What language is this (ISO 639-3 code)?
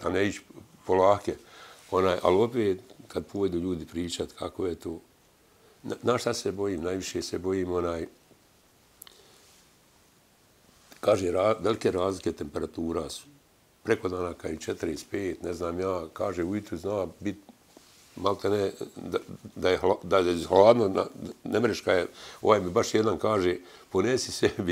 bos